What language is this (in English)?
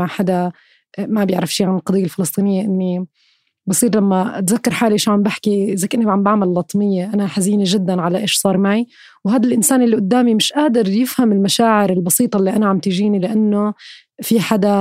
North Levantine Arabic